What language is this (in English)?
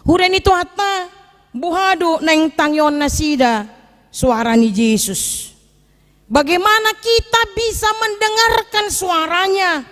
Batak Toba